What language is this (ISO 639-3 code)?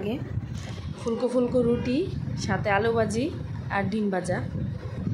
ben